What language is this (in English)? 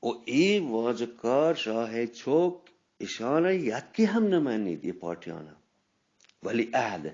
Eastern Balochi